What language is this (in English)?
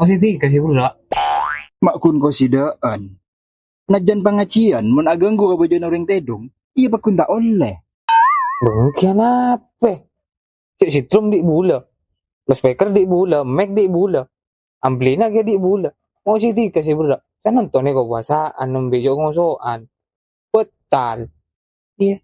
Madurese